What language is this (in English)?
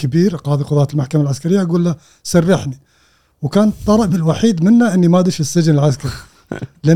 Gulf Arabic